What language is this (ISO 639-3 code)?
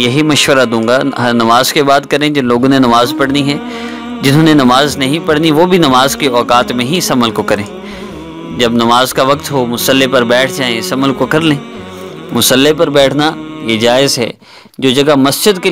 urd